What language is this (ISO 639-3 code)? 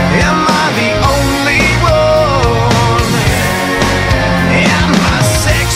ell